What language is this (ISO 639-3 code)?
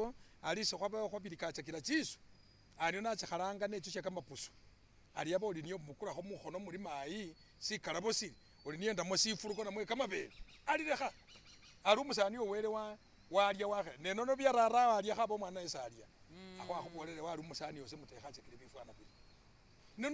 myx